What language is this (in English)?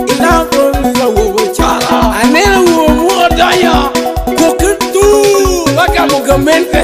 Lango (Uganda)